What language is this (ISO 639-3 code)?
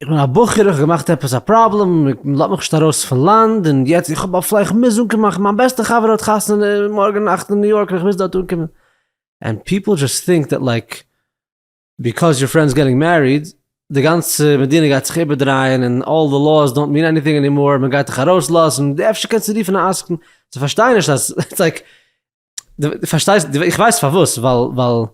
yid